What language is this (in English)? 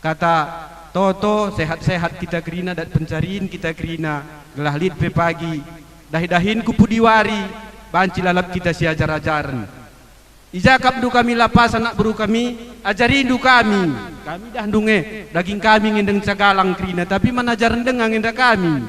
Batak Karo